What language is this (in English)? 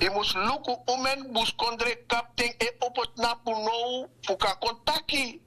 Sranan Tongo